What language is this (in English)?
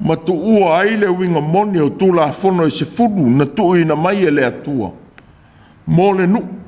Samoan